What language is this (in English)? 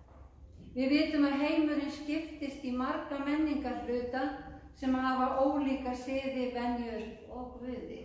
Icelandic